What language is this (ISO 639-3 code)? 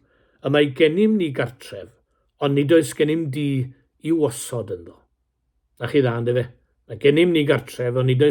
cym